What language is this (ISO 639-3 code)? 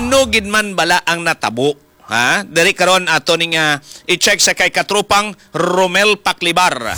hil